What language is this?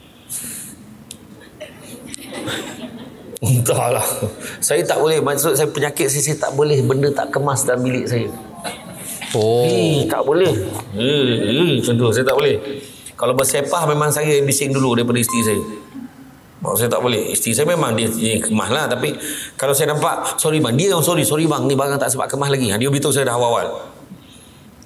Malay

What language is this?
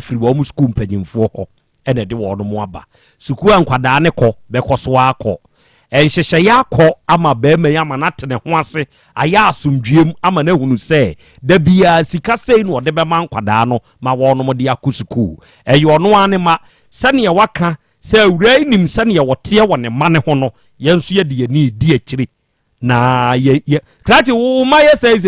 Akan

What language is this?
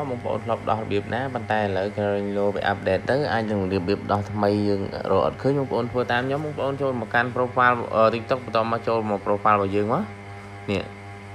Khmer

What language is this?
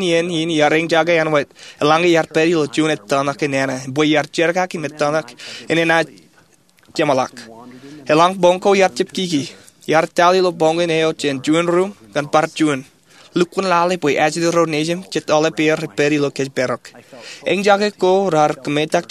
Marshallese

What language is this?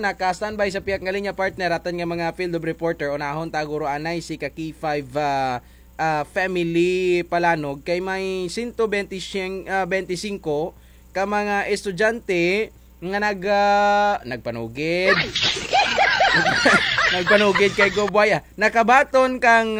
Kinaray-a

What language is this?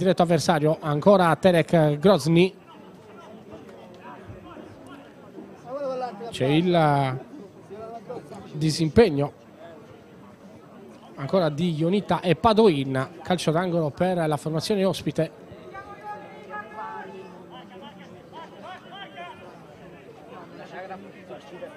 Italian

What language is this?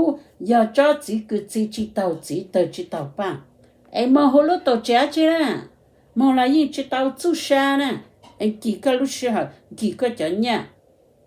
Hmong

